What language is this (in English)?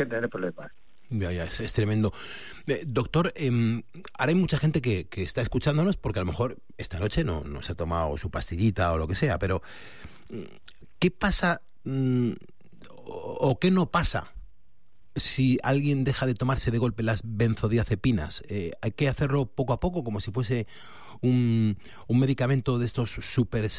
Spanish